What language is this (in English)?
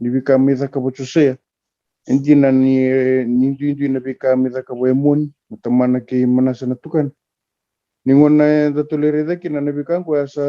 Fijian